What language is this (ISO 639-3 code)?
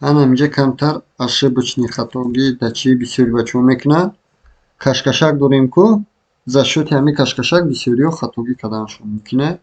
tgk